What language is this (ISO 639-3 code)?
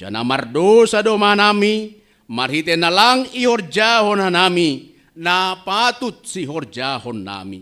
bts